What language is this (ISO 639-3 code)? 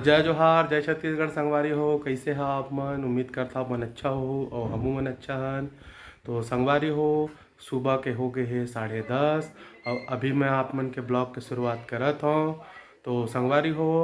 hne